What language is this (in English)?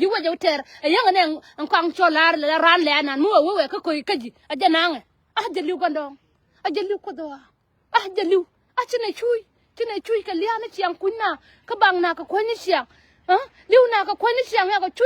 Nuer